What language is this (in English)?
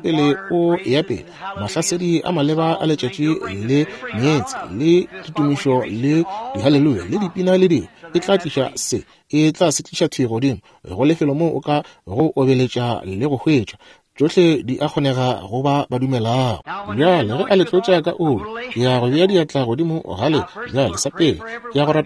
Northern Sotho